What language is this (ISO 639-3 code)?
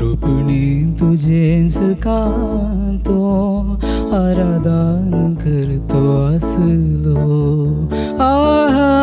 kok